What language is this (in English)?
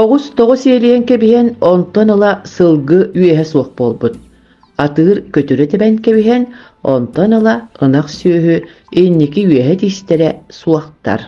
Yakut